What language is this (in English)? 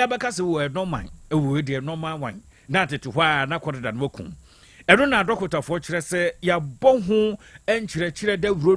Akan